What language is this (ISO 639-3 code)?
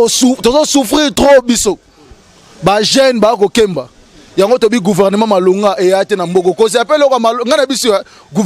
lin